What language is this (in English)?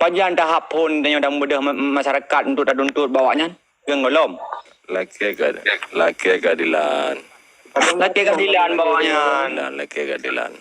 Achinese